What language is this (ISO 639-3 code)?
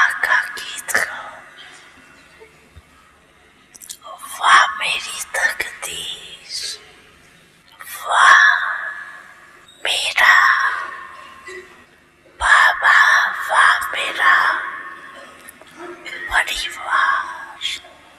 hin